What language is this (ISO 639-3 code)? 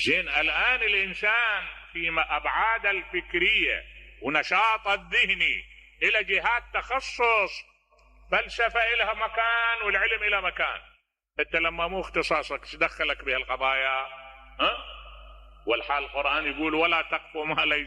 acm